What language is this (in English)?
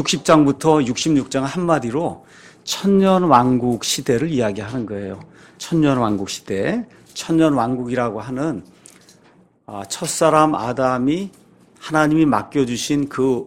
Korean